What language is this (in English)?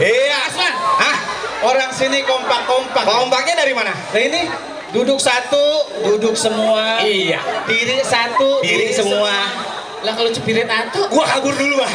Betawi